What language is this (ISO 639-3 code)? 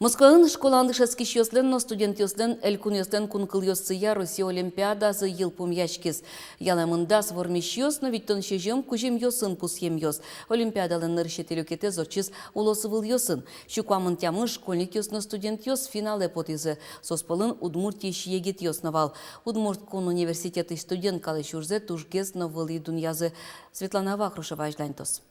udm